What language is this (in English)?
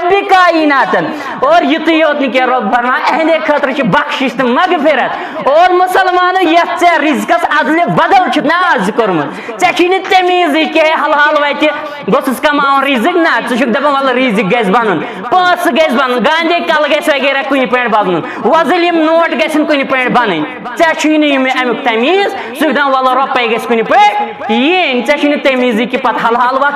Kashmiri